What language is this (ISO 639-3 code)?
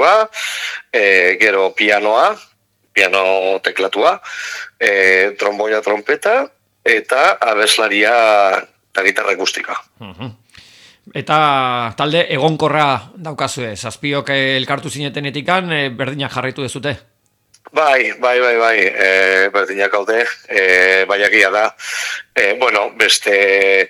eus